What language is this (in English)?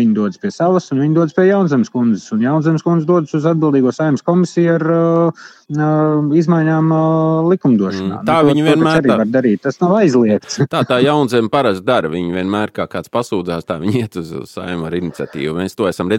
Latvian